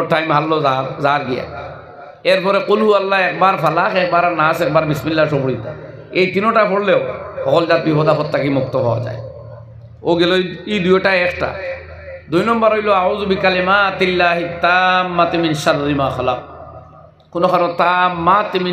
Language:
Sylheti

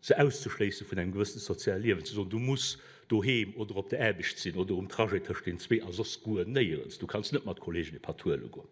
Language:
Luxembourgish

